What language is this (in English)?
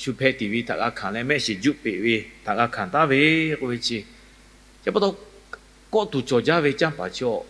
Lahu